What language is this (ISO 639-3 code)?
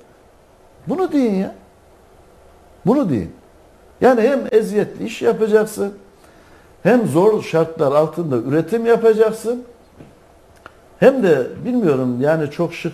tur